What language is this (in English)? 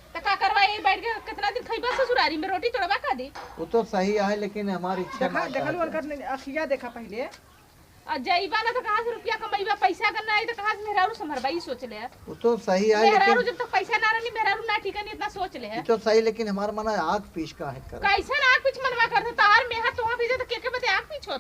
Awadhi